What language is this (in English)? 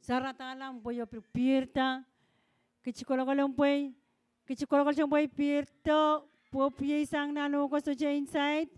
Pohnpeian